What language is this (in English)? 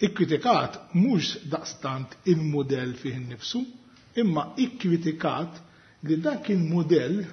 Maltese